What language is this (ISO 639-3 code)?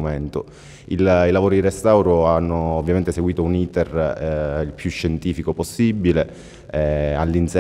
ita